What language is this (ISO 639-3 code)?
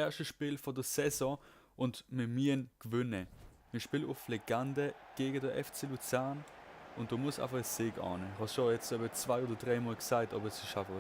gsw